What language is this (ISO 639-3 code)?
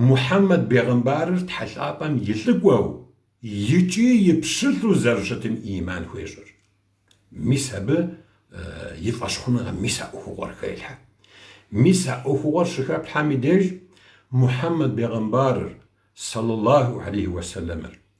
kbd